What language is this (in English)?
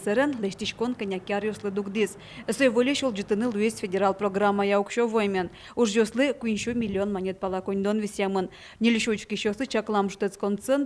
Udmurt